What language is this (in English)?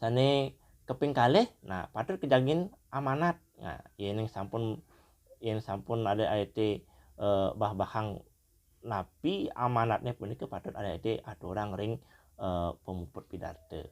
Balinese